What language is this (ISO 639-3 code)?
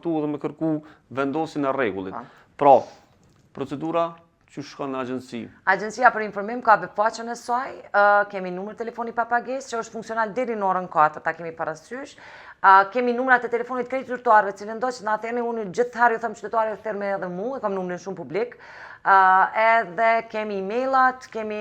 sqi